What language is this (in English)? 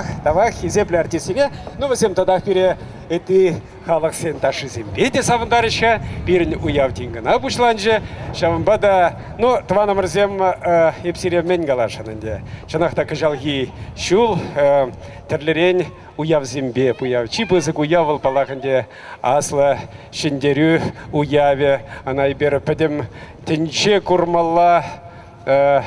Chuvash